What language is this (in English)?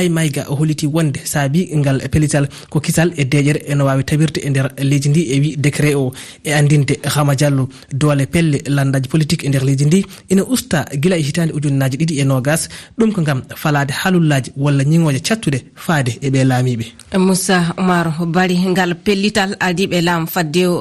Fula